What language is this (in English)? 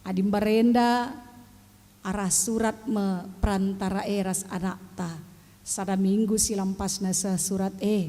Batak Karo